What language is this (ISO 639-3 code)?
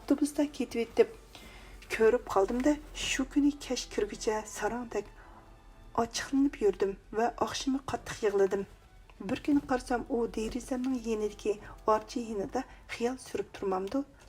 uig